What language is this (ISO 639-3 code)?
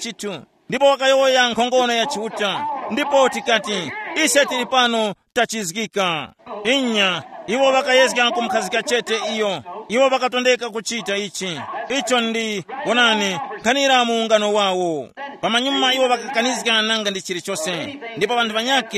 tum